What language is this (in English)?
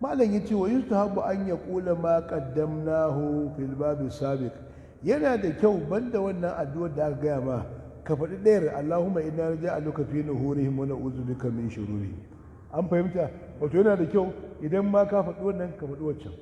Hausa